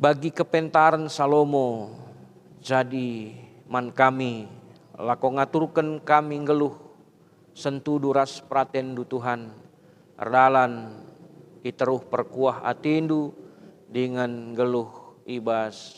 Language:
Batak Karo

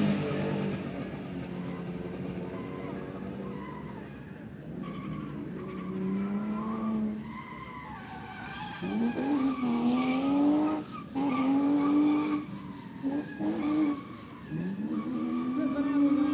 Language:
Hungarian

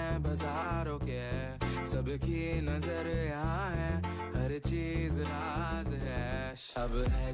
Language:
Karbi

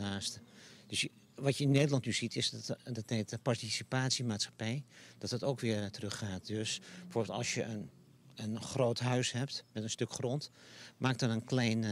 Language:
Dutch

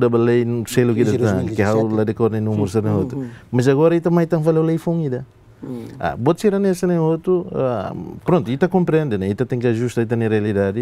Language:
Tetum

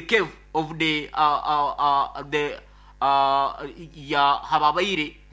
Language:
Nyoro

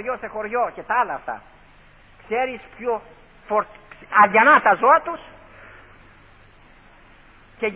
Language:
Greek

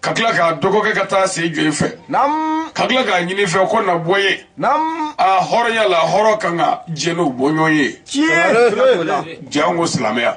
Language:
Bambara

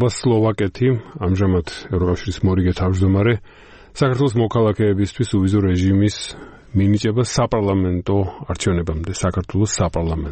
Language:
Georgian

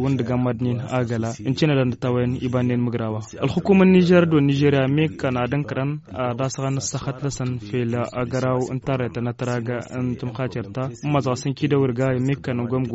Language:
Tamasheq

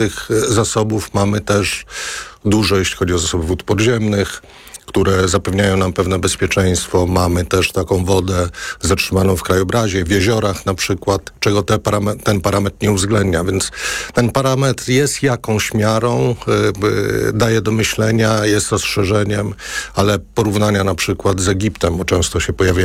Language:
Polish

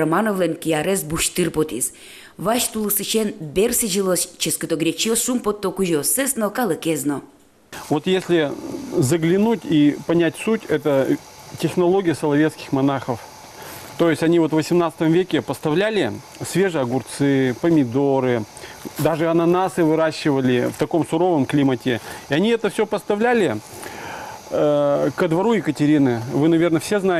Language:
Udmurt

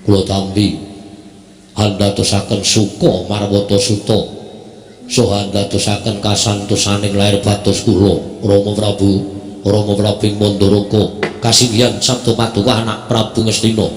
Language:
Javanese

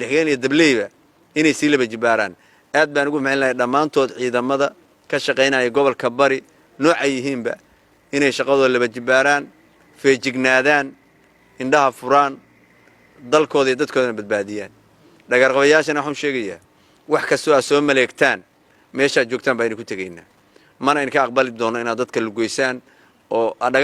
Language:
Somali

